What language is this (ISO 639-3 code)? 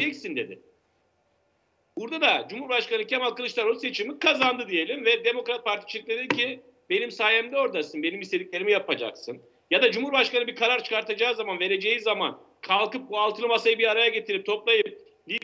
tur